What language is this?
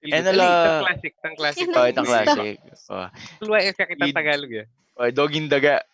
Pampanga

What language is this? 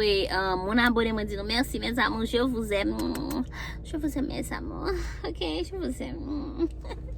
Haitian Creole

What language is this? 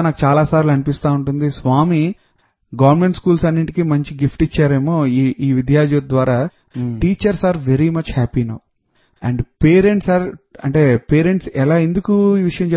Telugu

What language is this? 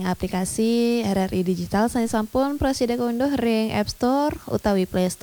Balinese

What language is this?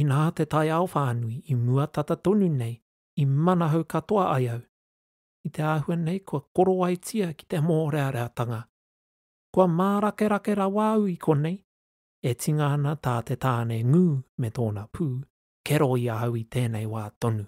Māori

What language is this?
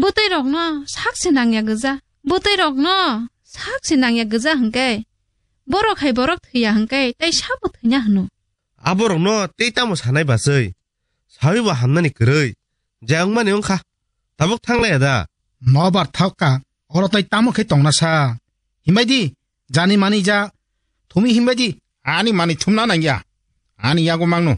Kok Borok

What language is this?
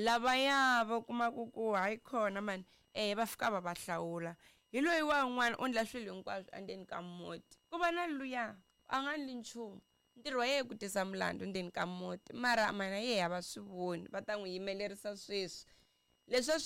Tsonga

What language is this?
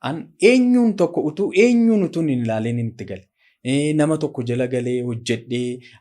Oromo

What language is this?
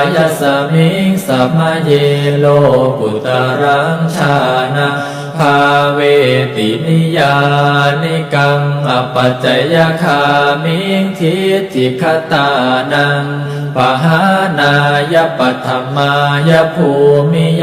Pali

